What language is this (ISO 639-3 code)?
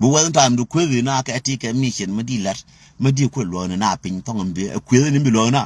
nus